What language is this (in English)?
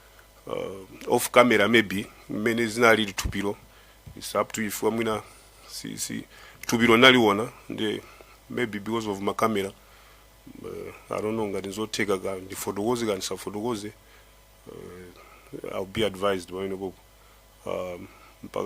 Nyanja